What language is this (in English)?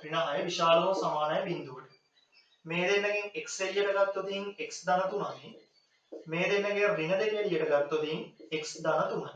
Sinhala